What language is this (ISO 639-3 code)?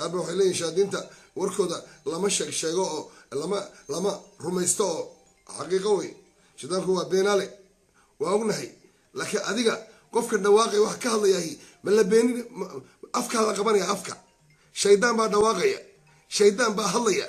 som